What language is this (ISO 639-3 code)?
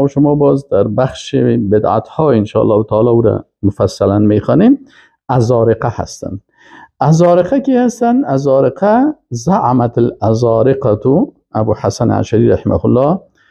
fas